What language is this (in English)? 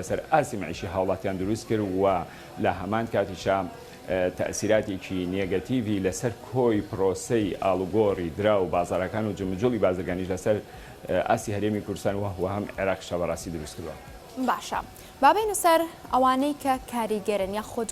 Central Kurdish